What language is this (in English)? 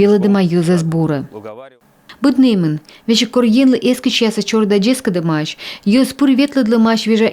Komi